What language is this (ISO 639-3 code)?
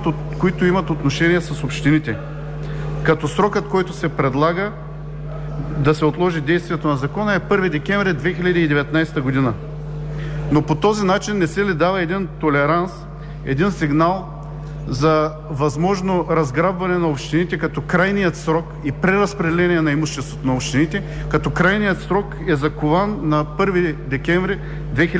bul